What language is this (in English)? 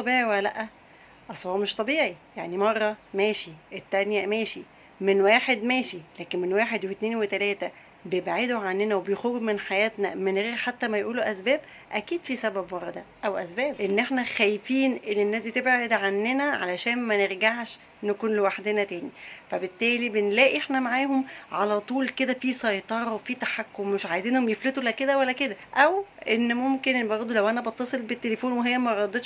Egyptian Arabic